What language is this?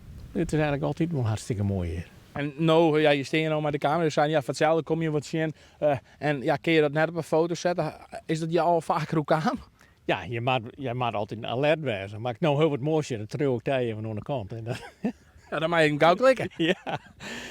Western Frisian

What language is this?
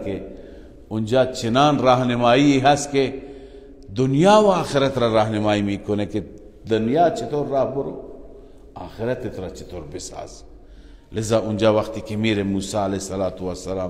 Persian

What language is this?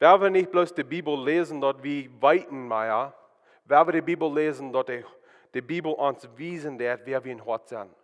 Plautdietsch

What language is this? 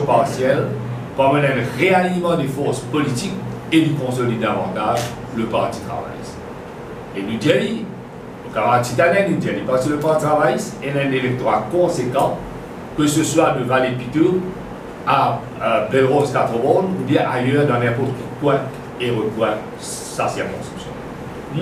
Morisyen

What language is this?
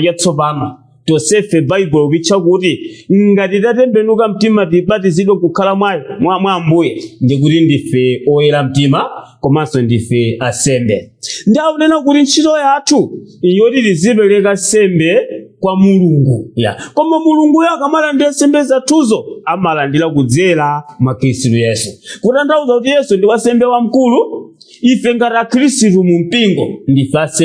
Nyanja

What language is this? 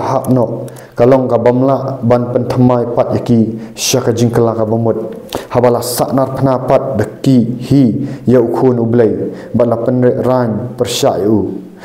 Khasi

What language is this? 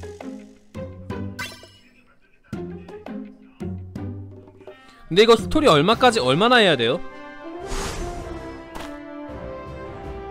Korean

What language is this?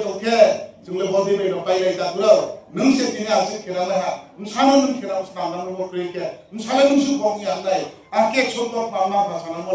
Riang (India)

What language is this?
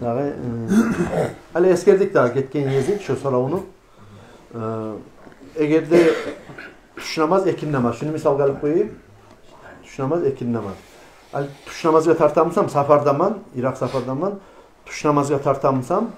Kumyk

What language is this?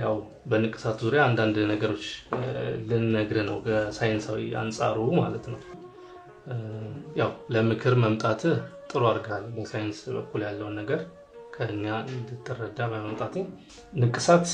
Amharic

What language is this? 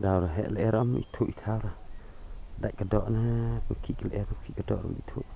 Khasi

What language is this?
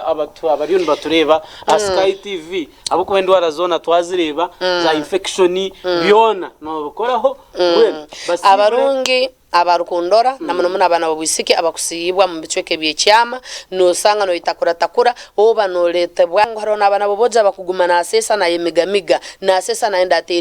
Nyankole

